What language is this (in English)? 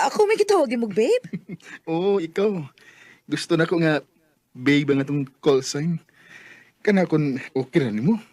Cebuano